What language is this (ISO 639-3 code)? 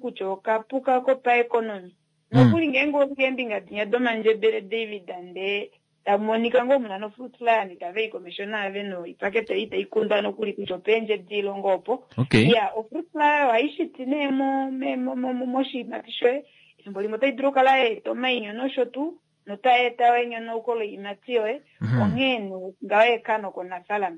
kua